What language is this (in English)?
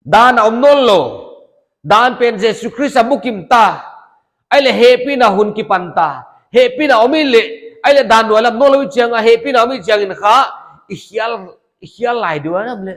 Paite Chin